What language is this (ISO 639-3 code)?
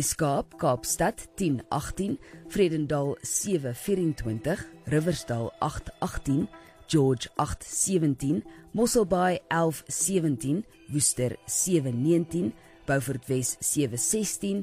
afr